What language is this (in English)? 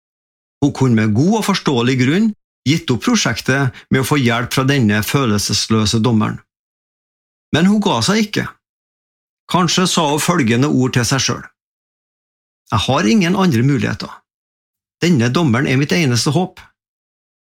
Norwegian